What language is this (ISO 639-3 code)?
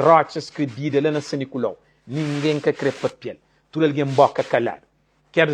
kea